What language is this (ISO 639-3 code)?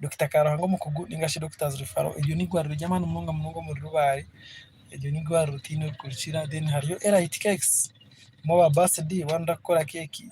nyn